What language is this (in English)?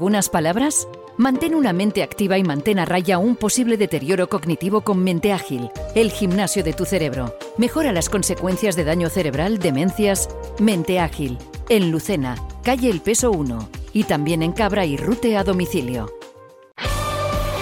Spanish